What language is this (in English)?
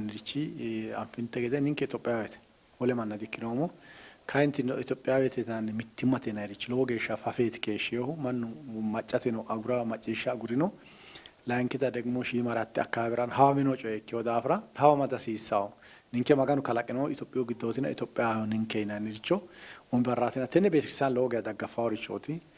Sidamo